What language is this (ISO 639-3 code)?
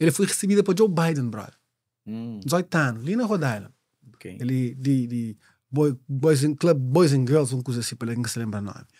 kea